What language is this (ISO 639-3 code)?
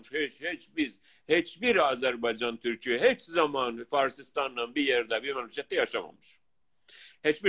azb